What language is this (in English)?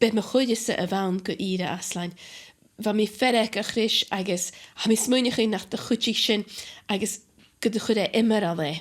Scottish Gaelic